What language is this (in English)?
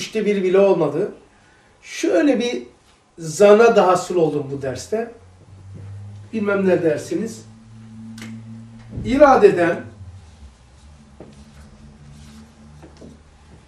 Turkish